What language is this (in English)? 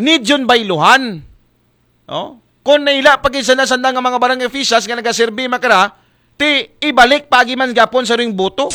Aklanon